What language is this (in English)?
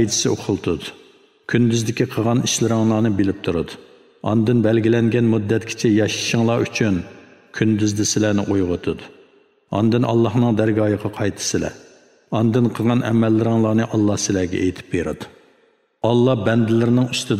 Uyghur